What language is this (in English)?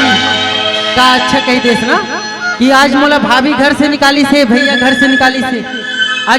Chhattisgarhi